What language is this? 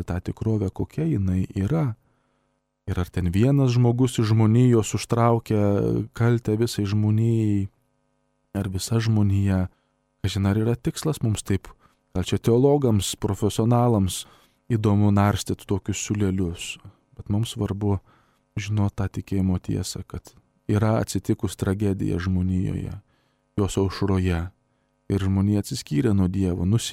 Lithuanian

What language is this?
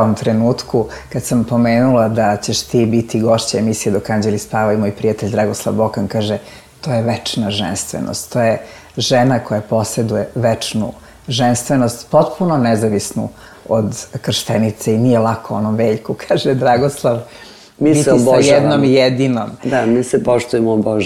Serbian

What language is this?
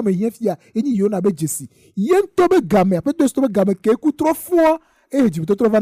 Ewe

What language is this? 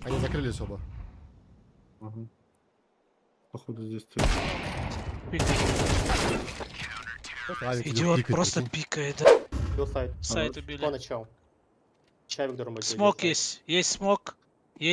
Russian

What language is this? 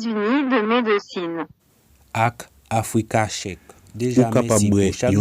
Haitian Creole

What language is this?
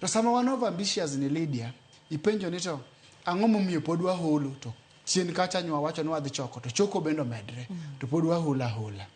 Luo (Kenya and Tanzania)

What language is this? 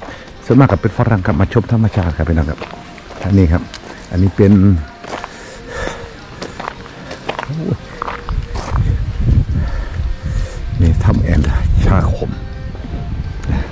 Thai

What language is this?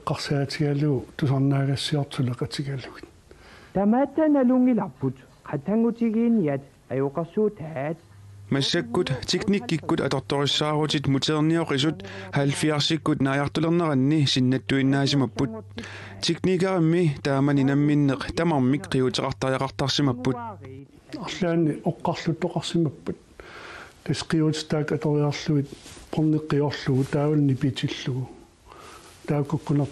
Kalaallisut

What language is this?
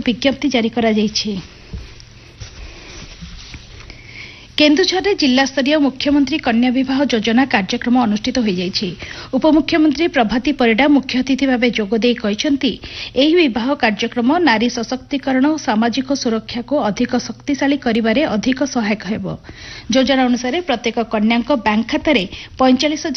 Odia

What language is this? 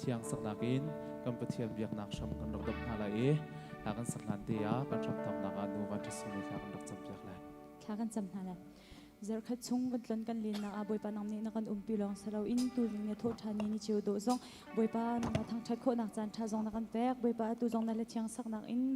Hakha Chin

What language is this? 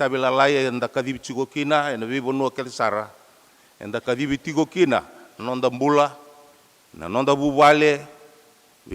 Fijian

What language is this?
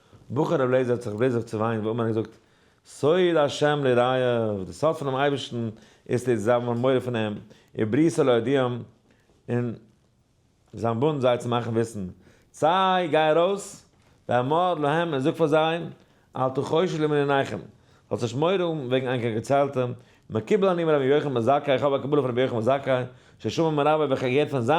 Yiddish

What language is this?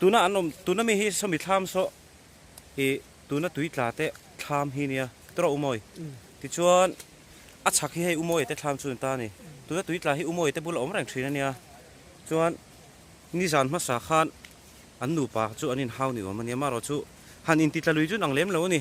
Mizo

